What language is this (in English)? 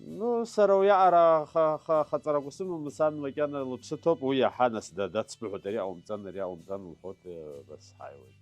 Abkhazian